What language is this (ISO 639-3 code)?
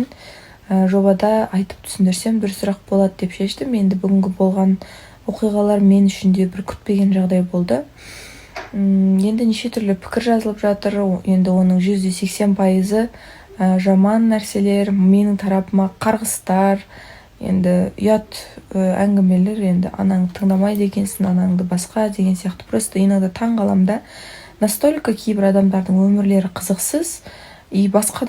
kaz